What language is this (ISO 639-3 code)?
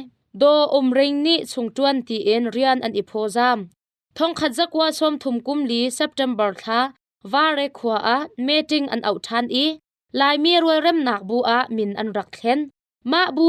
cnh